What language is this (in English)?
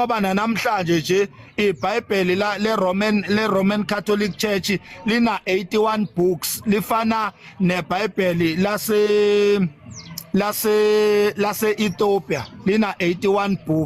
Zulu